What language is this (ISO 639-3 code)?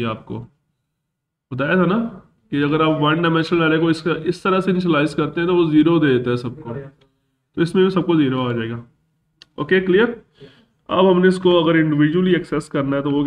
hin